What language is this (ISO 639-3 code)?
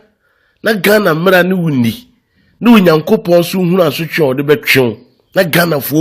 aka